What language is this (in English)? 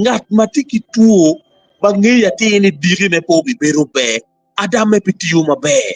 Acoli